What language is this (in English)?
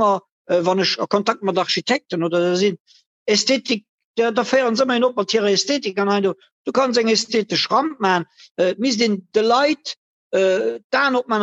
Luxembourgish